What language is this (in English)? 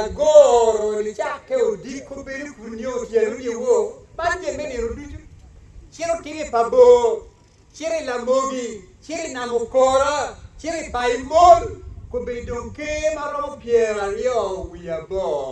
Acoli